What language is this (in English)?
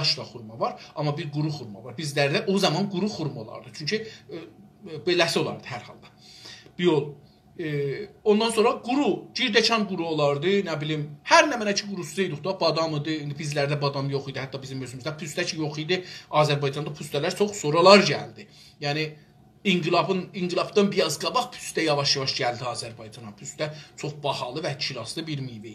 South Azerbaijani